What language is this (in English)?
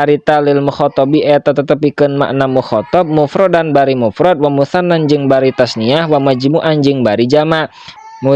Sundanese